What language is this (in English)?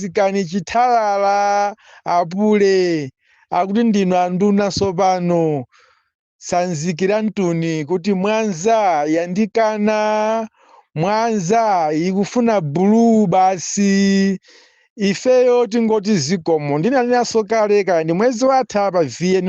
Nyanja